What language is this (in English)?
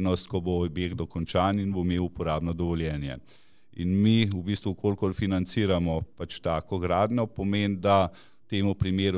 Slovenian